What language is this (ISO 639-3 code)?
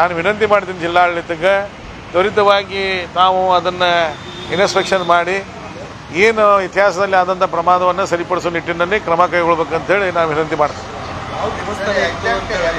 kan